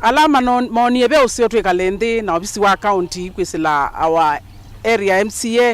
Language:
Kamba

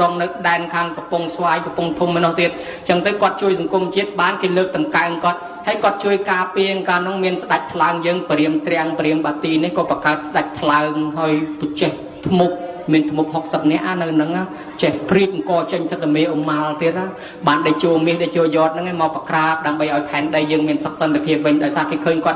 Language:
Khmer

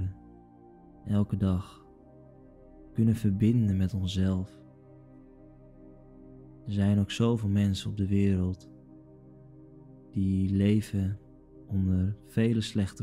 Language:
Dutch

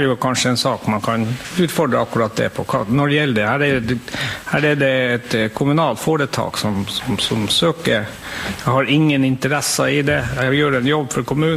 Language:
Norwegian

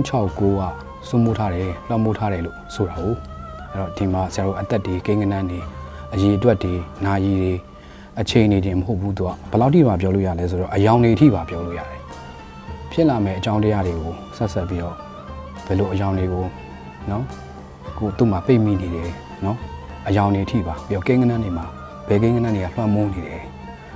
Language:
Burmese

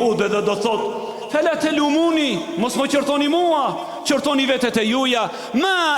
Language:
Albanian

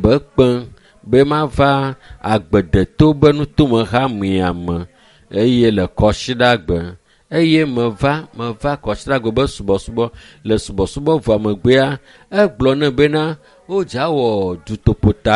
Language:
Ewe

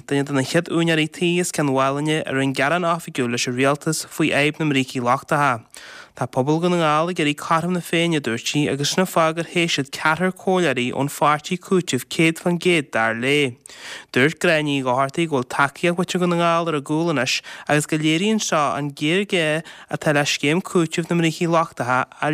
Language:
Irish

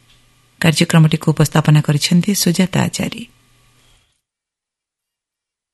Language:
Odia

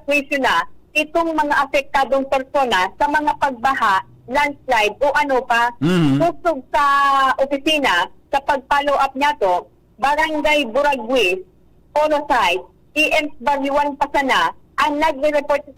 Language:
Bikol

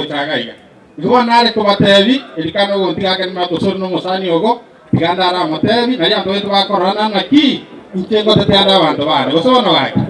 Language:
Gusii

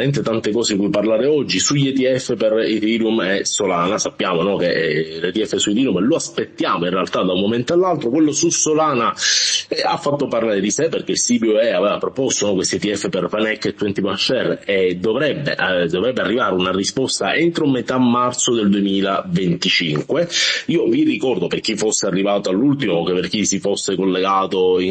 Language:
Italian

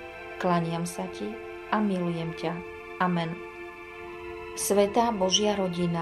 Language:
Slovak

